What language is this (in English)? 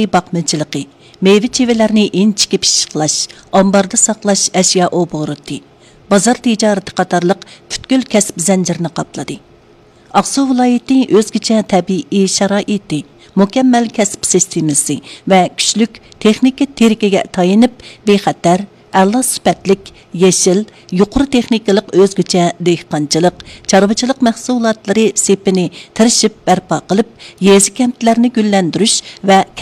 Uyghur